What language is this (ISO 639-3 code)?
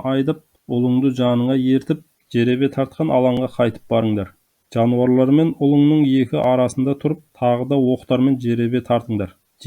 kaz